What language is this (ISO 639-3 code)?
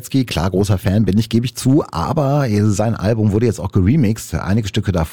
deu